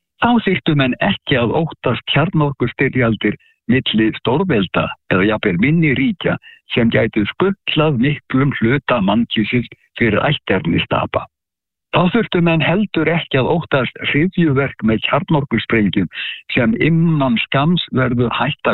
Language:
Icelandic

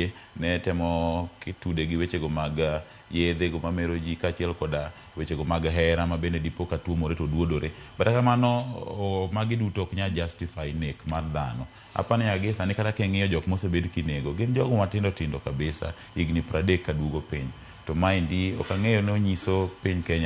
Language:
Luo (Kenya and Tanzania)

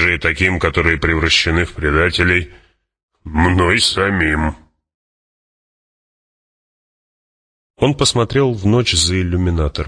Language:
Russian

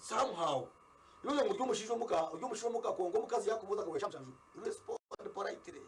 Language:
Nyankole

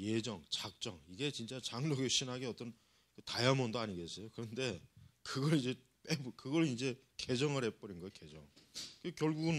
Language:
Korean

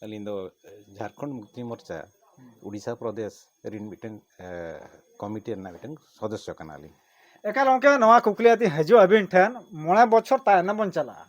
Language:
Santali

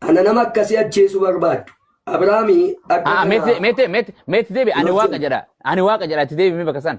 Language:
Oromo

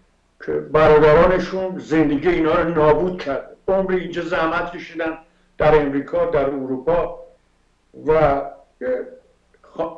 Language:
Persian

